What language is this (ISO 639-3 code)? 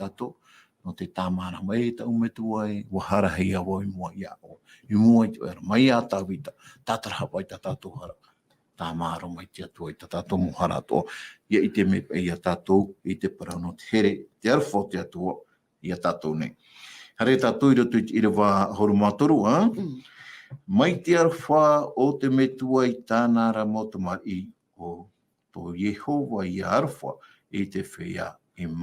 tah